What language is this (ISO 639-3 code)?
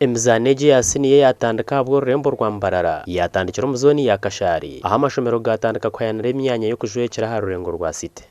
nyn